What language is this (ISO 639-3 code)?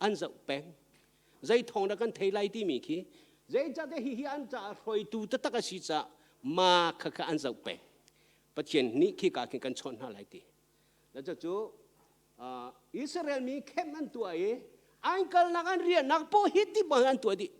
cnh